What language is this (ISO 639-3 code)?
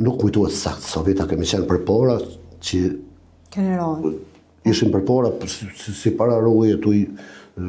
sqi